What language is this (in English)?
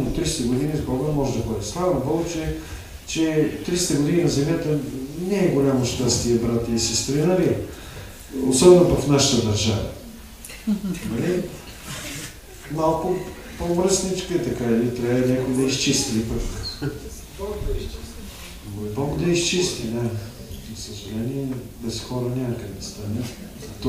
Bulgarian